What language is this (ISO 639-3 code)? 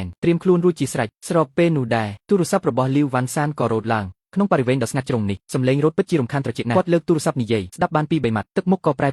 khm